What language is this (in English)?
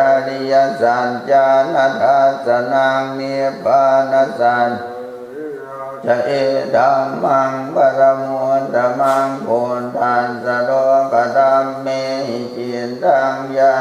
Pali